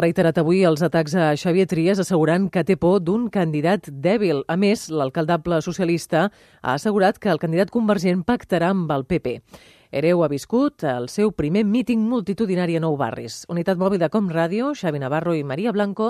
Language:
Catalan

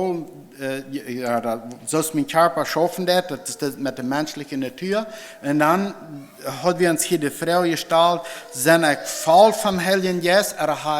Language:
Plautdietsch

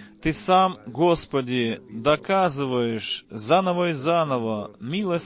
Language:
Russian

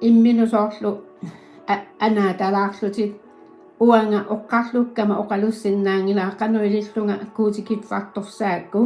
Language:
Kalaallisut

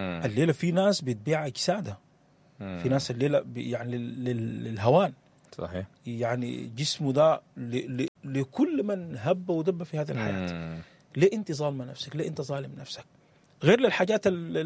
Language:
Sudanese Arabic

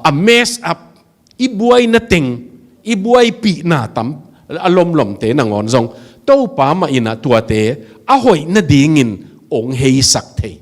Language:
Tedim Chin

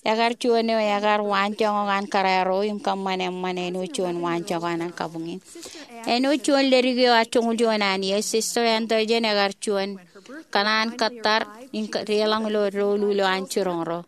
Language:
Marshallese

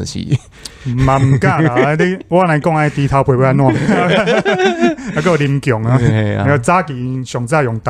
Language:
Min Nan Chinese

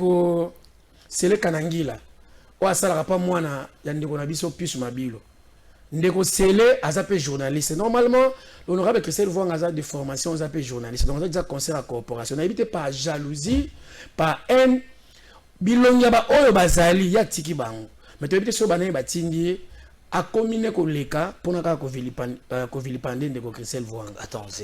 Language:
Lingala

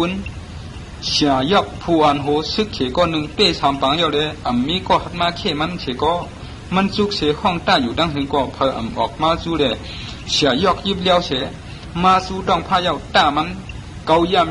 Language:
Shan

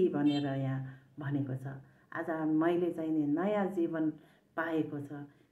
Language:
Nepali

